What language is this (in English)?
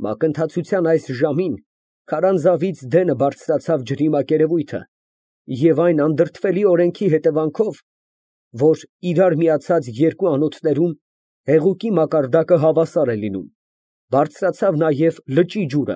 Armenian